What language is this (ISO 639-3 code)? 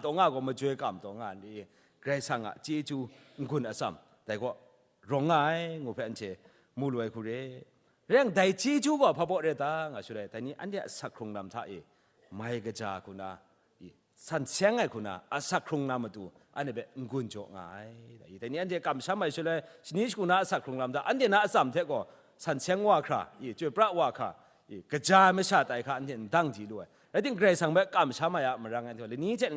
kac